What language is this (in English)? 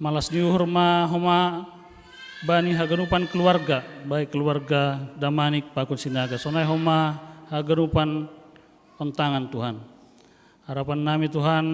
Batak Simalungun